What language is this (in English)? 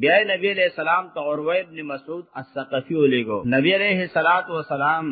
Pashto